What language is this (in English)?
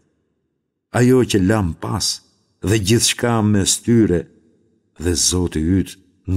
Albanian